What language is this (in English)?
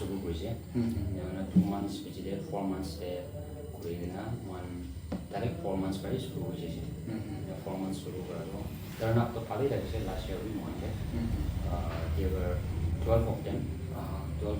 Naga Pidgin